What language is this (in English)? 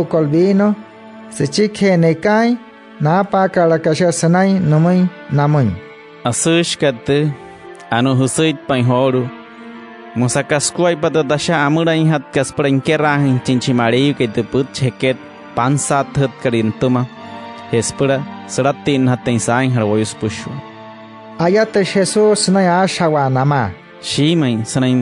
Wayuu